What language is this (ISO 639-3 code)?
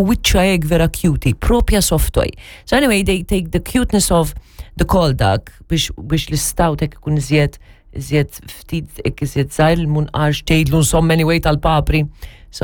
mlt